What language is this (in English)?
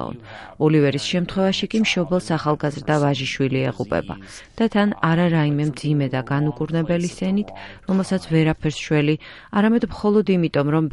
Georgian